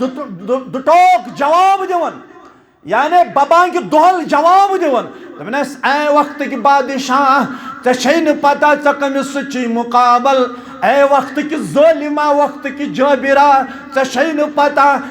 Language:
Kashmiri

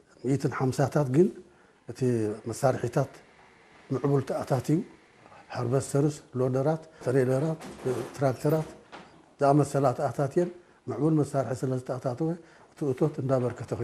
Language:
Tigrinya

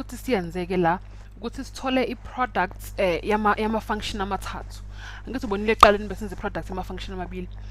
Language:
Zulu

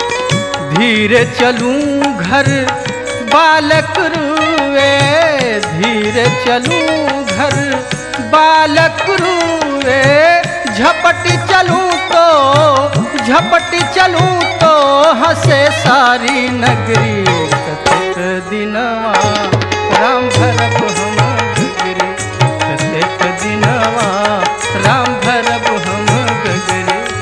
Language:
Bhojpuri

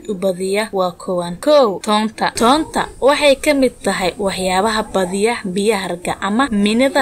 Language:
Somali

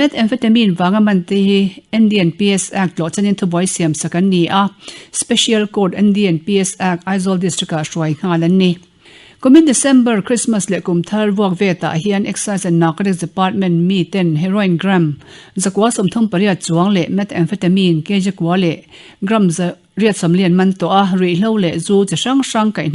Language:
Mizo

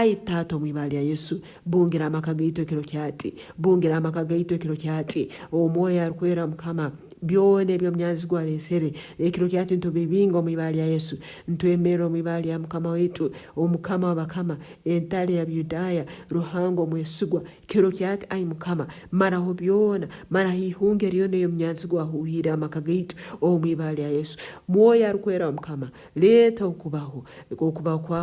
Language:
Nyankole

